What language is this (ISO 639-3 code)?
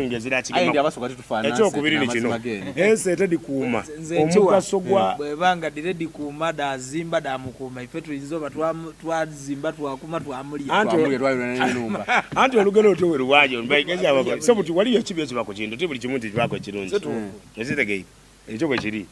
xog